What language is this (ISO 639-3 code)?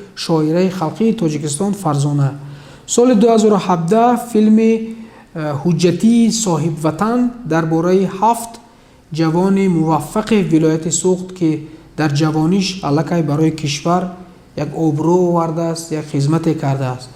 tgk